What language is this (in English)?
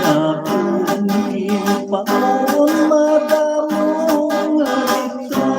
Hiligaynon